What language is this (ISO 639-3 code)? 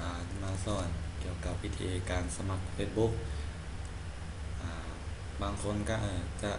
lao